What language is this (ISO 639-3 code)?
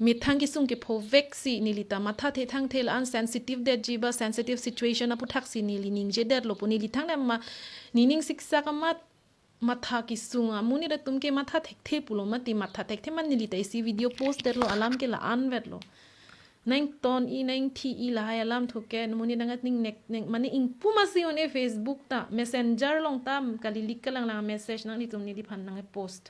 mjw